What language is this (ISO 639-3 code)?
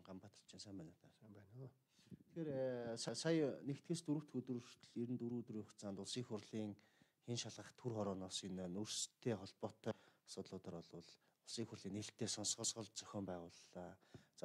mon